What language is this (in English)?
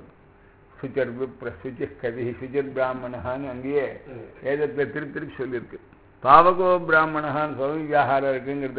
Tamil